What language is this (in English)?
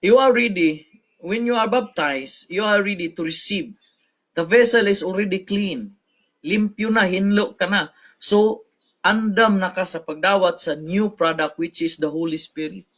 Cebuano